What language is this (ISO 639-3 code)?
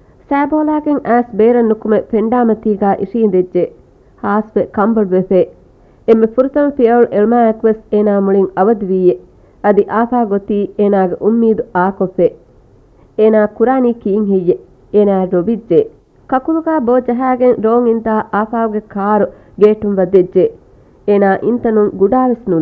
div